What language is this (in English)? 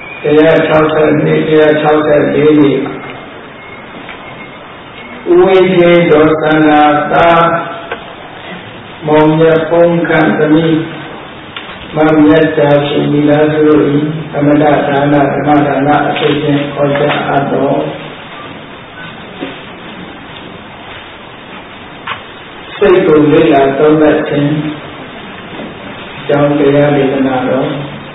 Burmese